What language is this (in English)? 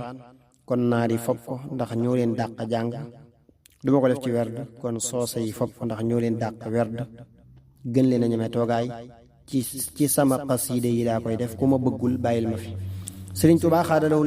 Wolof